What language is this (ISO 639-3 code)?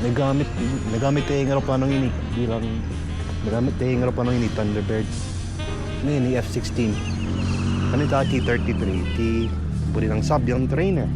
pam